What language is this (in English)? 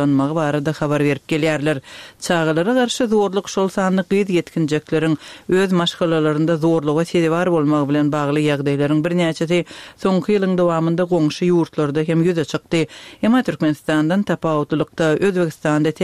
Turkmen